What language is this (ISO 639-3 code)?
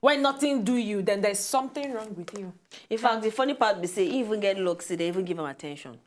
pcm